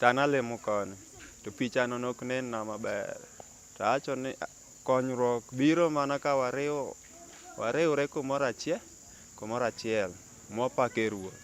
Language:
Luo (Kenya and Tanzania)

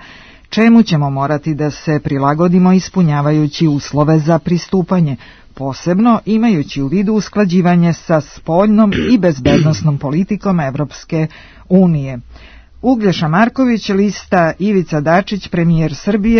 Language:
Serbian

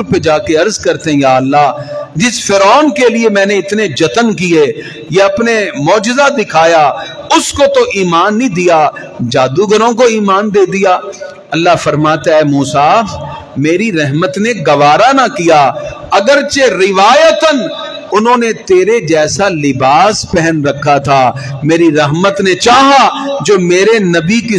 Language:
Urdu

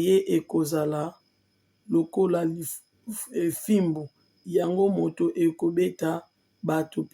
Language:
Lingala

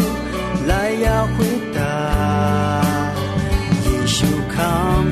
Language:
Akha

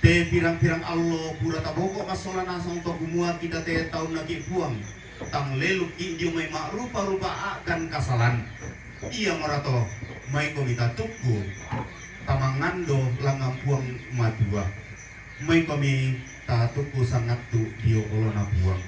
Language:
Toraja-Sa'dan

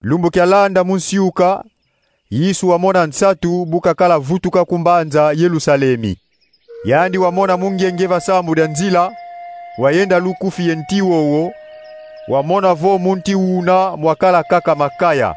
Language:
Kongo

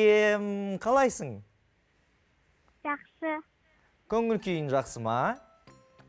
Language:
Kazakh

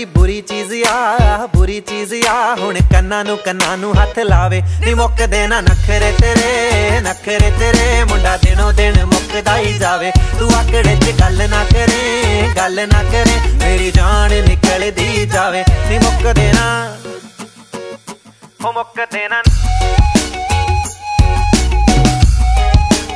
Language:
Punjabi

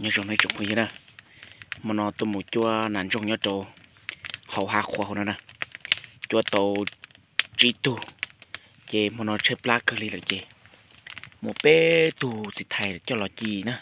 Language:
Hmong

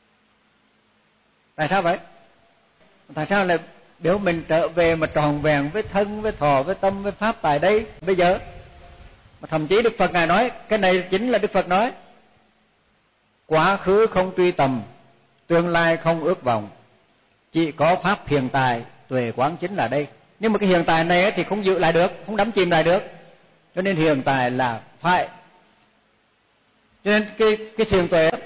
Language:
Vietnamese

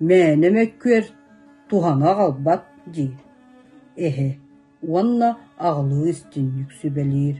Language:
Yakut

